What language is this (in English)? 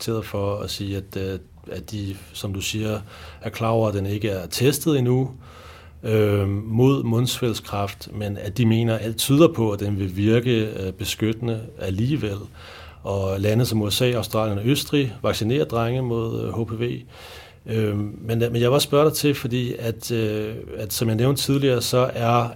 Danish